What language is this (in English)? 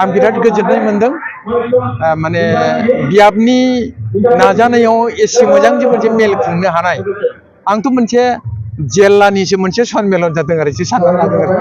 Bodo